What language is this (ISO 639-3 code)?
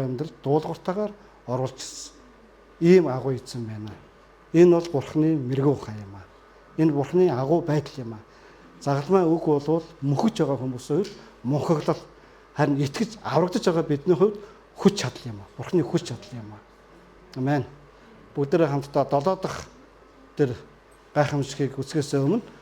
mon